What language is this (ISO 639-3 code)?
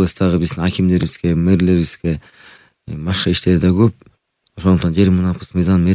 kir